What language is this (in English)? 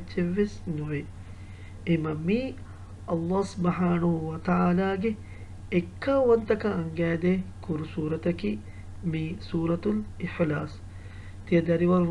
Divehi